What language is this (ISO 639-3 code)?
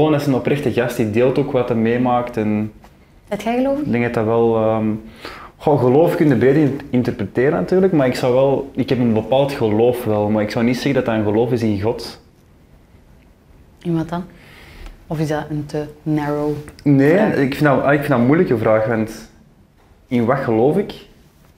nld